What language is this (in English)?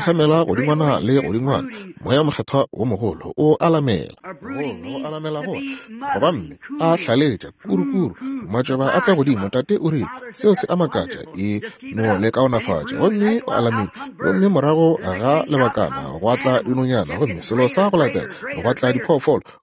Northern Sotho